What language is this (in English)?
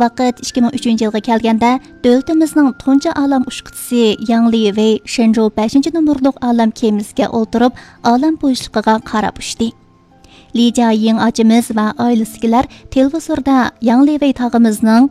Uyghur